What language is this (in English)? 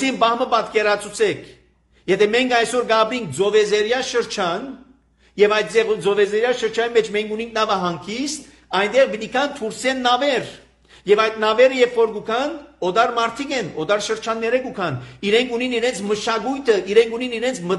Armenian